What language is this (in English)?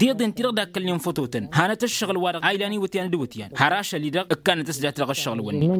Tamasheq